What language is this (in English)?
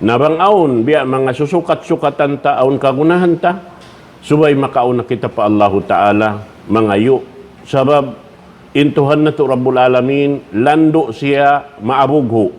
Tausug